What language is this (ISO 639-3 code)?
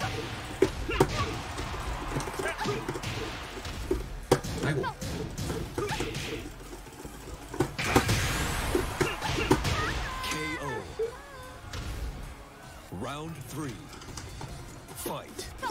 kor